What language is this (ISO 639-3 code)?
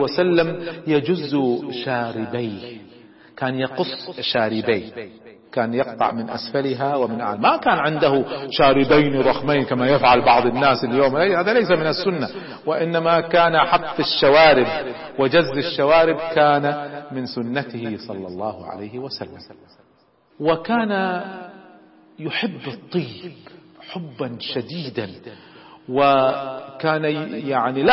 ara